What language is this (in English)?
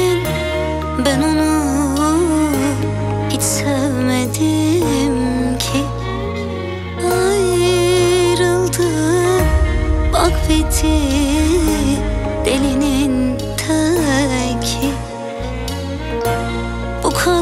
Turkish